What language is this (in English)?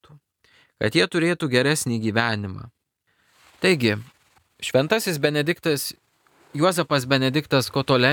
Lithuanian